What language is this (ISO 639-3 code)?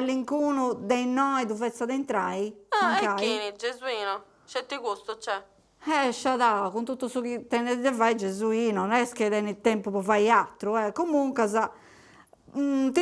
srd